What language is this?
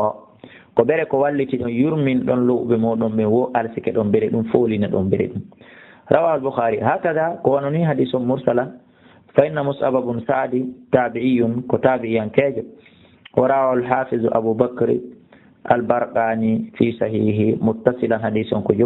Fula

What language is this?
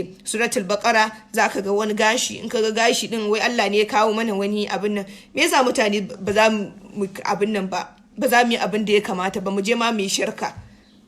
Hausa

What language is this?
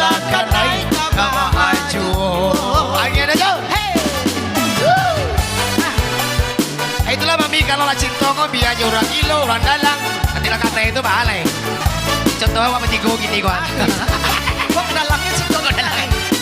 Minangkabau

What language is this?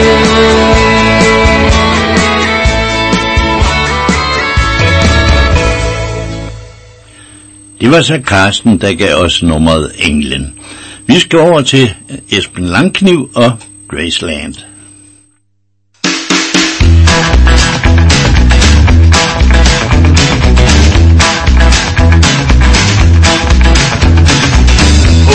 Danish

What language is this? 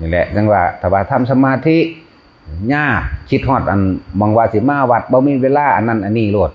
Northeastern Thai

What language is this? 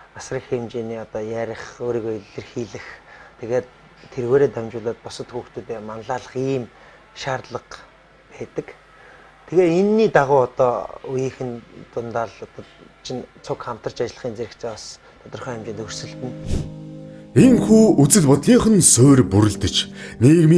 Mongolian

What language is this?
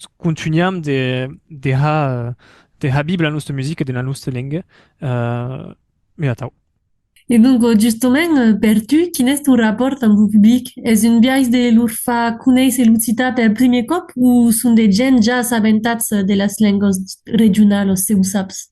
Occitan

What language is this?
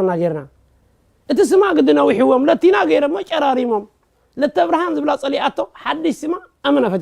Tigrinya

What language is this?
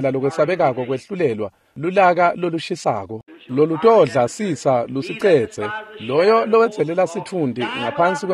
Swati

